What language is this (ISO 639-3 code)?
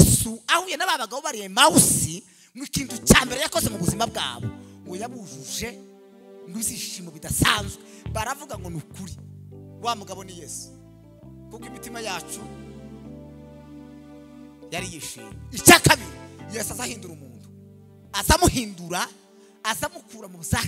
kin